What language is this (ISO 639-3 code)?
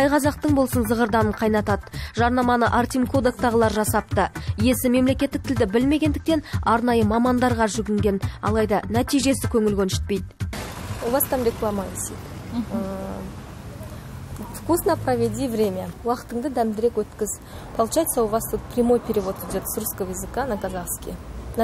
kaz